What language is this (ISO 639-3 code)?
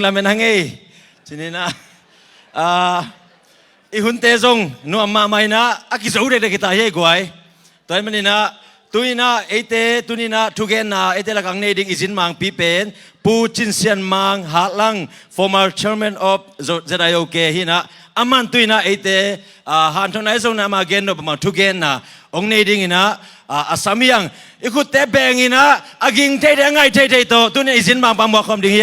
ctd